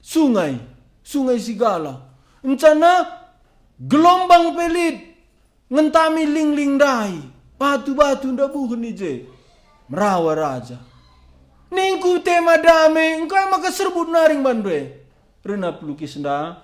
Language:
Batak Karo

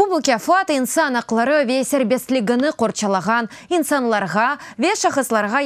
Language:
Crimean Tatar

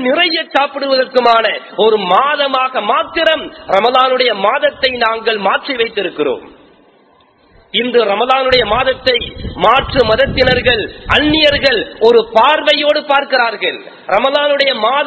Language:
Tamil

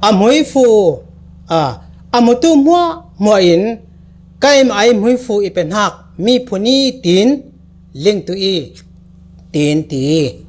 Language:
Falam Chin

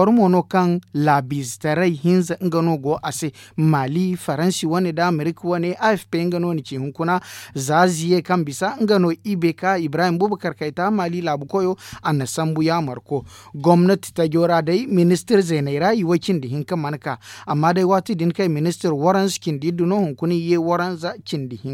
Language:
Zarma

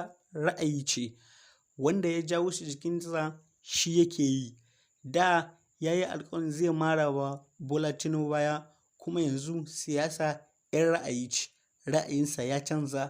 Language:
Hausa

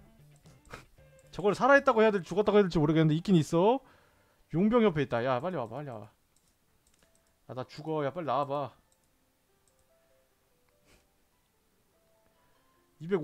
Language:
Korean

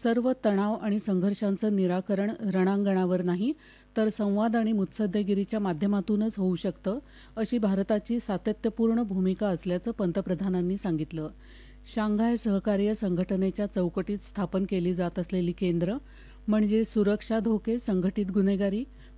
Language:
Marathi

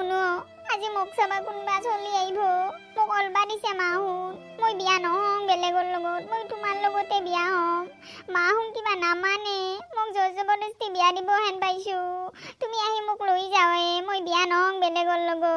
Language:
Assamese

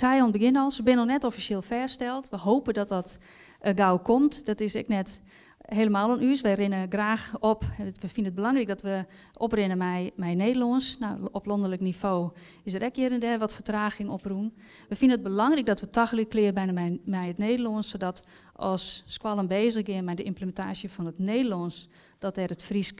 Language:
Western Frisian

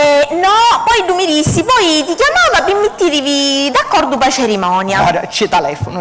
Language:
Sicilian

